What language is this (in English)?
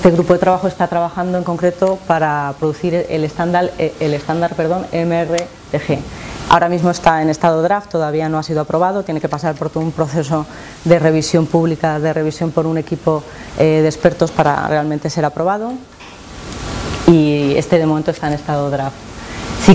Spanish